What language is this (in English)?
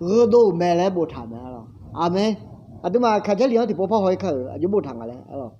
Akha